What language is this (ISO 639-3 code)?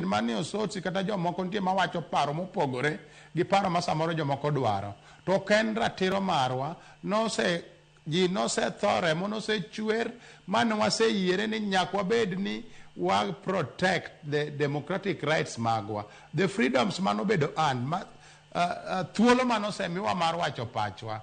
luo